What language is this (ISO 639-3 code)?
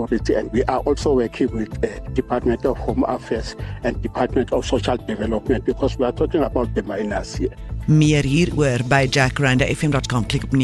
afr